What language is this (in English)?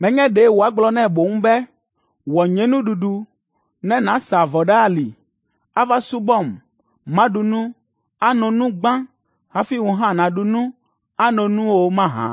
Ewe